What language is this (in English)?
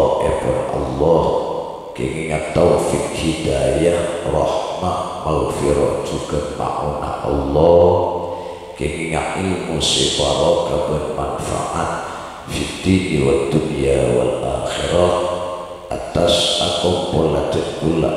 Madurese